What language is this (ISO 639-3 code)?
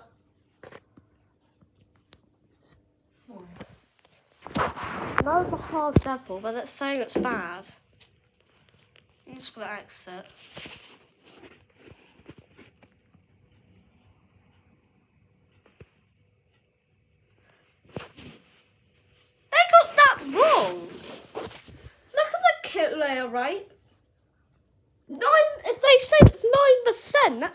eng